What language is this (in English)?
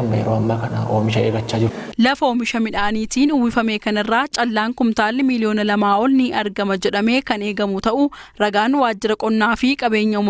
Oromo